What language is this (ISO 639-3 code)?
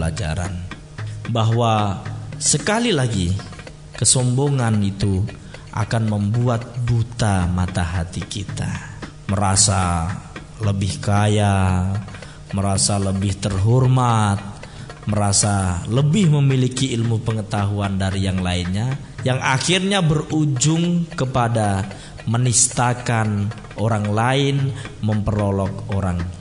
ind